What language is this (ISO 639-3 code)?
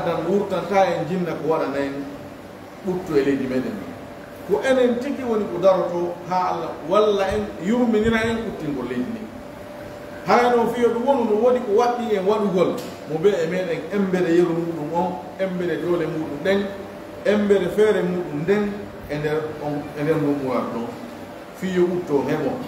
fuf